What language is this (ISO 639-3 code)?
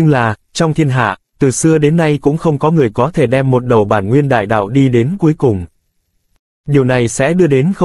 vie